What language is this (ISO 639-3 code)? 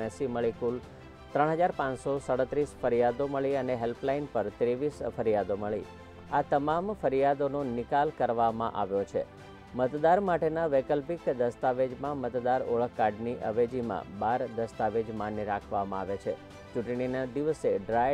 guj